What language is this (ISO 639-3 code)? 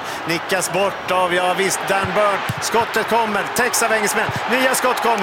swe